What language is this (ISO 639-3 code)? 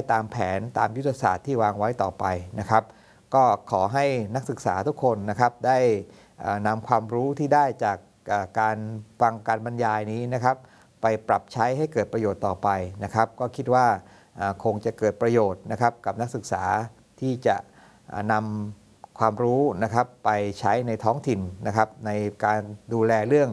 tha